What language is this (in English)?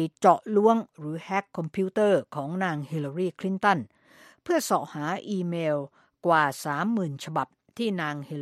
Thai